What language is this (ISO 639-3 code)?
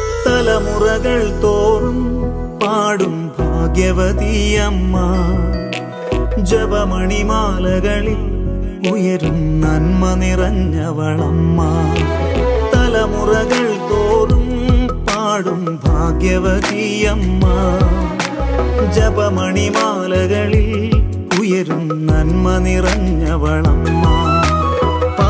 mal